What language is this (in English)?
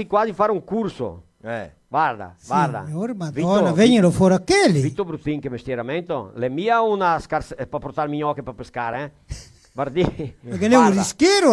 Venetian